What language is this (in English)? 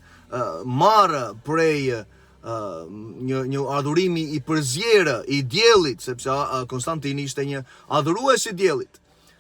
Albanian